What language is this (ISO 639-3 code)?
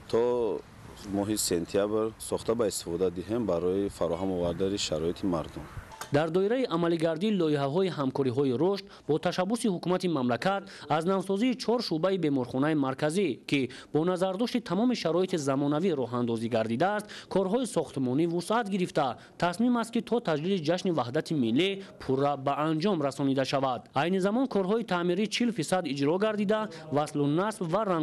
tgk